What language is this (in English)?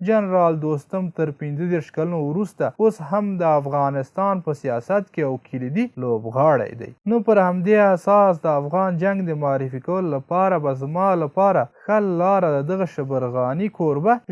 Pashto